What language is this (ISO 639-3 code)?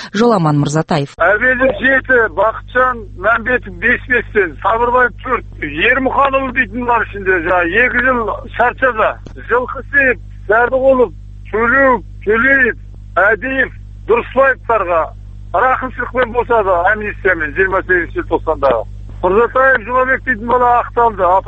kaz